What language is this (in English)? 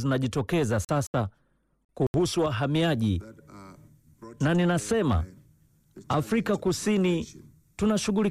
Swahili